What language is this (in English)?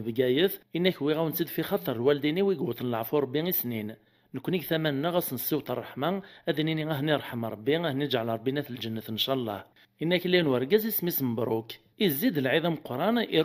Kabyle